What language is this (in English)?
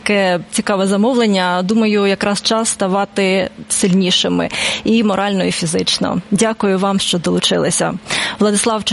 Ukrainian